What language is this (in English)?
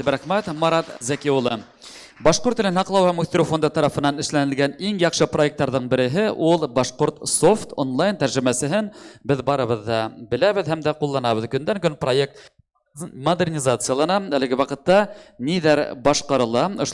Bashkir